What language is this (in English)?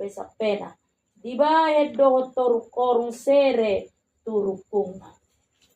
Batak Toba